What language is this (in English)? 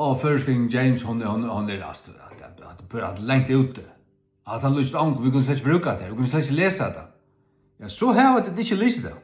Faroese